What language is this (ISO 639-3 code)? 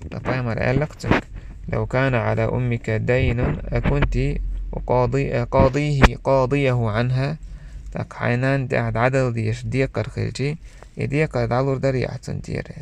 che